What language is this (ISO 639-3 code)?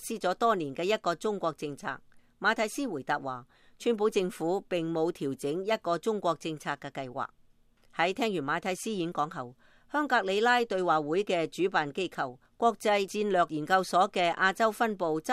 yue